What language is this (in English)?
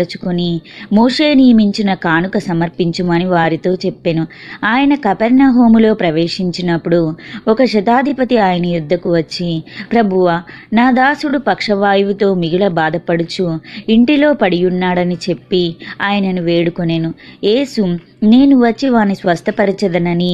Telugu